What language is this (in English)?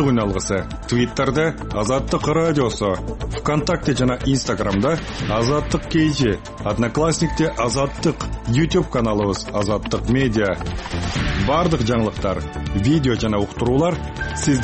Kyrgyz